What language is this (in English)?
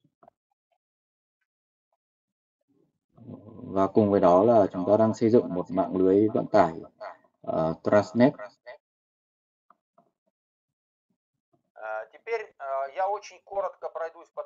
Russian